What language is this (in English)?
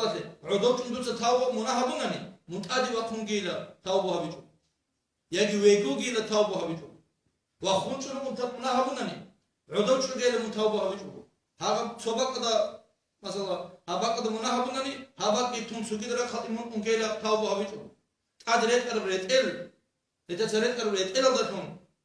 Avaric